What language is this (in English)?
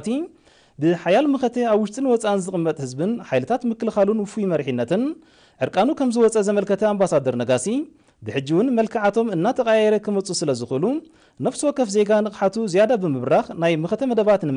Tigrinya